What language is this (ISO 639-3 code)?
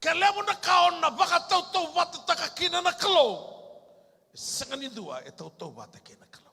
fij